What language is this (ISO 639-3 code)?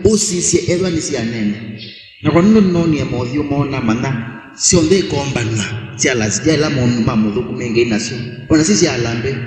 kam